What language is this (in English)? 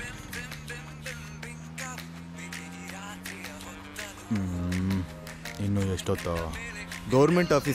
Kannada